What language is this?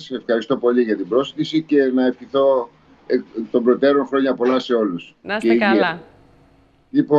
Greek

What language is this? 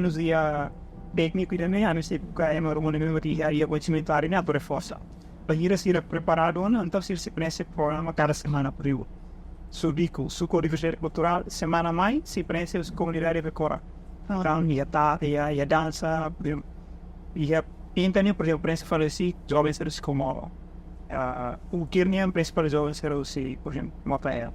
Tetum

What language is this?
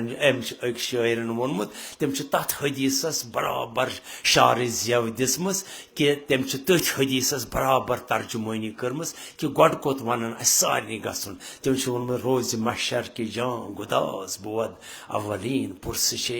Kashmiri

